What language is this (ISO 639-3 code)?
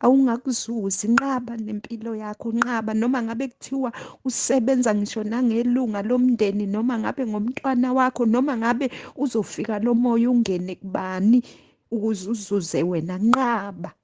zul